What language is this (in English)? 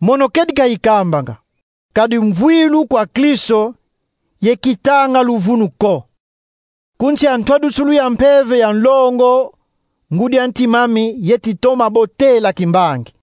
Kongo